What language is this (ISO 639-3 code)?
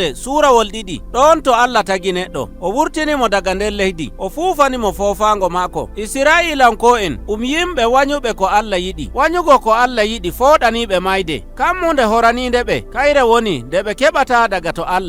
fuv